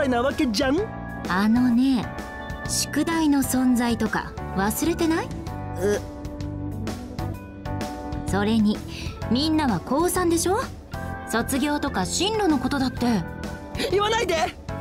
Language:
Japanese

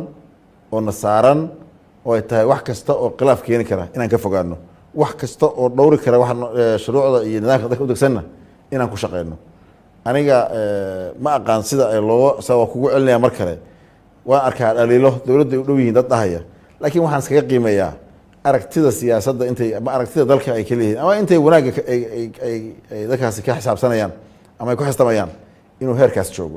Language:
Somali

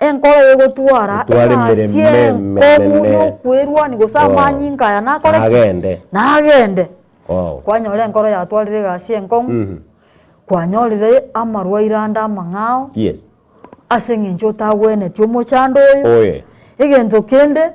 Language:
Gusii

